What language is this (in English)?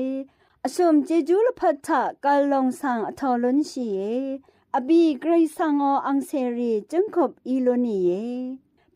Rawang